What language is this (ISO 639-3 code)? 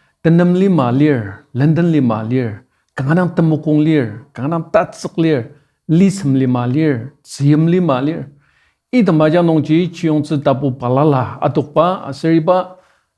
njo